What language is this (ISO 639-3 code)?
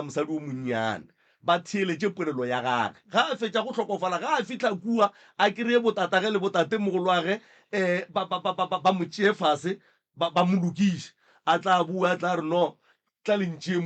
nso